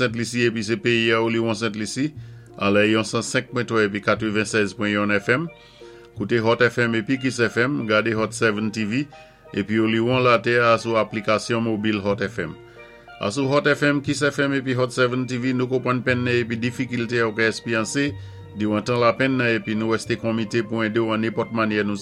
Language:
Saint Lucian Creole French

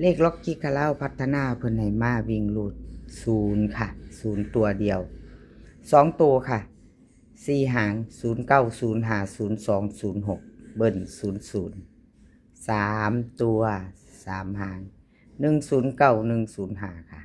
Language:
Lao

